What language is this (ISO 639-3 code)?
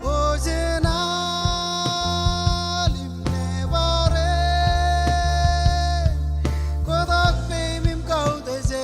mah